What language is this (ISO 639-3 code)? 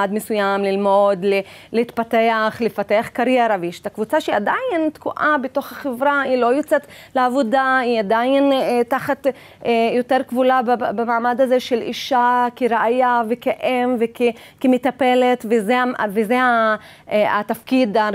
heb